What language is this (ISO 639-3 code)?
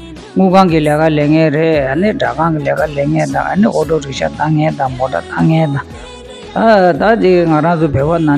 bod